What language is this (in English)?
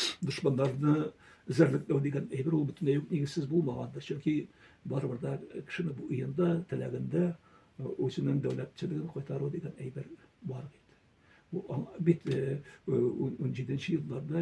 Tatar